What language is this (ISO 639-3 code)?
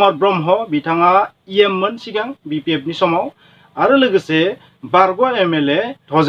brx